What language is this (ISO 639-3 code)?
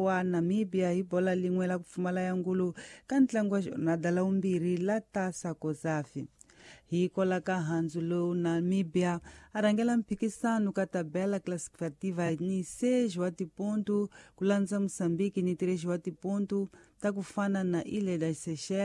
tso